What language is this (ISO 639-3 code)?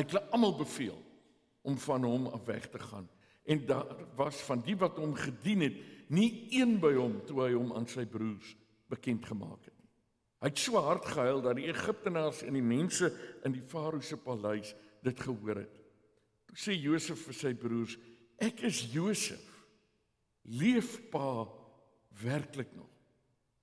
afr